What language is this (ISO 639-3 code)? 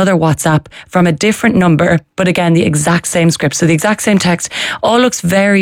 eng